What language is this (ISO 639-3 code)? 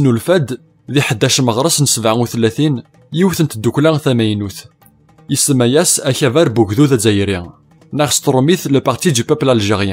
kab